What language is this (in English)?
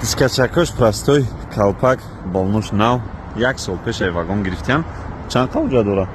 Tajik